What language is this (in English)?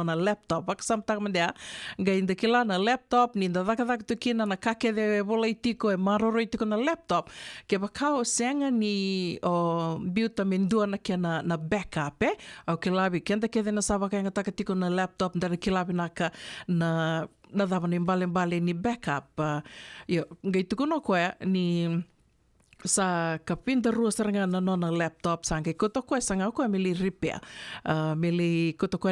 Fijian